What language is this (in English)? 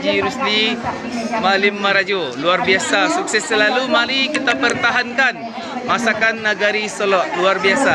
Minangkabau